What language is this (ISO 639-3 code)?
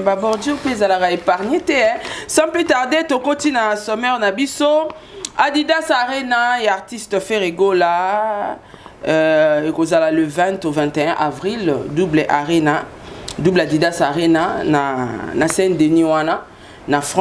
lin